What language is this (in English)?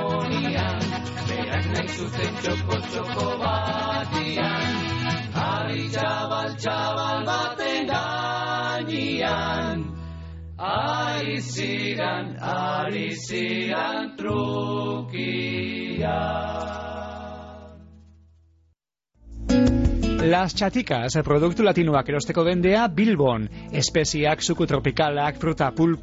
Basque